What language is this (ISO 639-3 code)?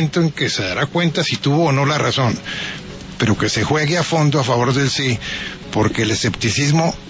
spa